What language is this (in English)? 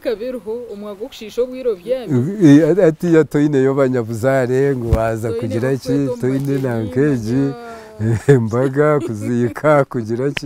Nyankole